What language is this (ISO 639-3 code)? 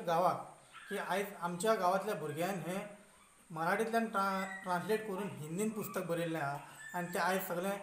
kok